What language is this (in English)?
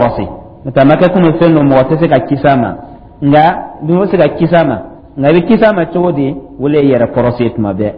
Dyula